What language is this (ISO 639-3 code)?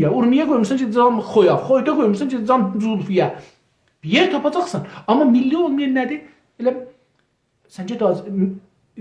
azb